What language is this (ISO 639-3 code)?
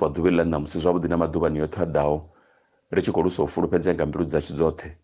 ven